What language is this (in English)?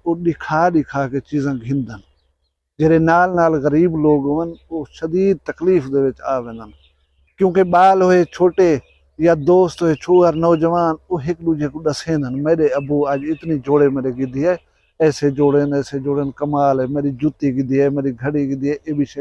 Saraiki